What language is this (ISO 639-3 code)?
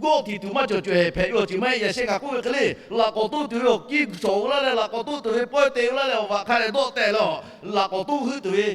lhu